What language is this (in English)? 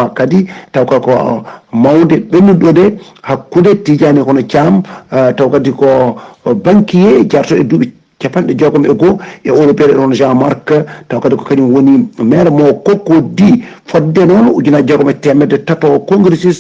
Fula